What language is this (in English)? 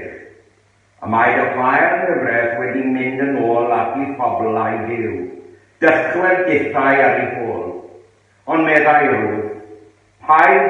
Welsh